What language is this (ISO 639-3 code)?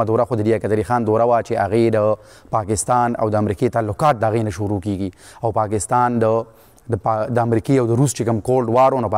pus